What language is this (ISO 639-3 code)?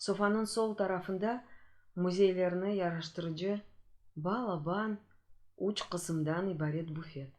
crh